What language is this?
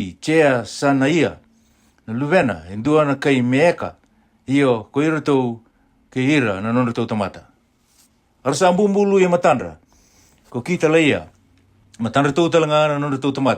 Fijian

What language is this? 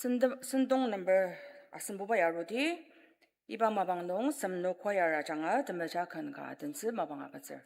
Ao Naga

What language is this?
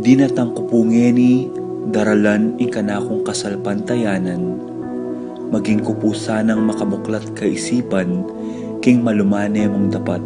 Pampanga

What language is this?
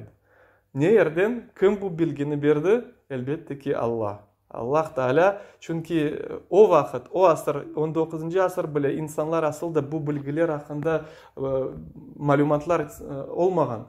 Crimean Tatar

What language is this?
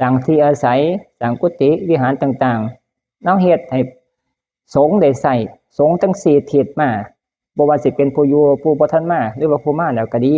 Northeastern Thai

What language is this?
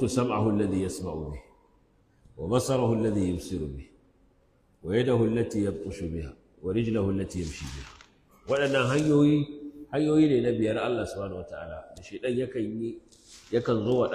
Hausa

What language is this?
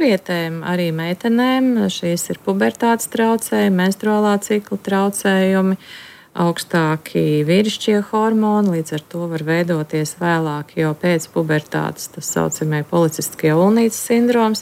Latvian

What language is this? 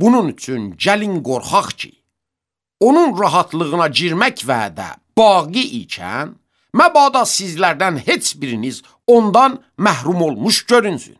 Azerbaijani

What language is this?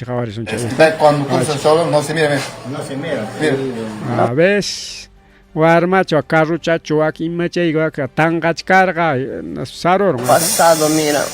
Ayacucho Quechua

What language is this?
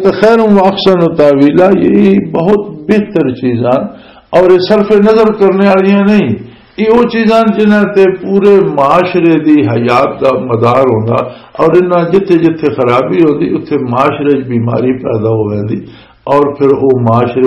Western Panjabi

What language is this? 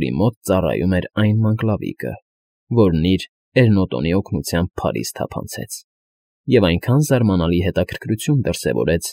Armenian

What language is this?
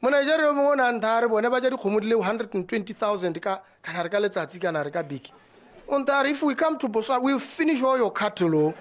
Tswana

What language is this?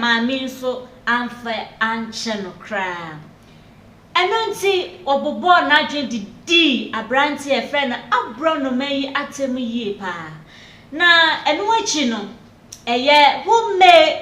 Akan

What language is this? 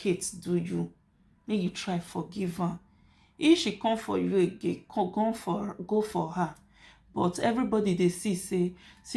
Nigerian Pidgin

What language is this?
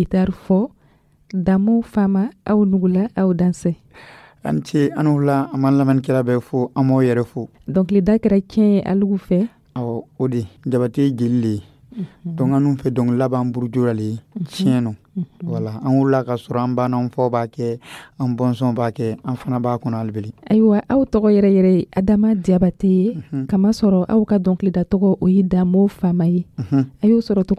Dyula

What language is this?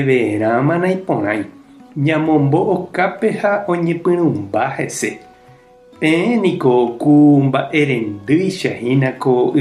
Guarani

